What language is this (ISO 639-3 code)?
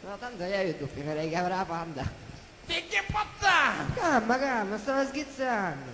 scn